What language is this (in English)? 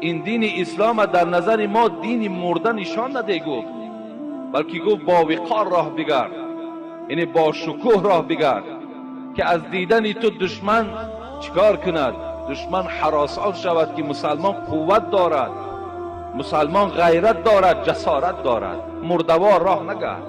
Tajik